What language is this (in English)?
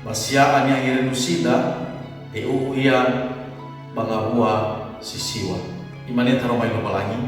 Nias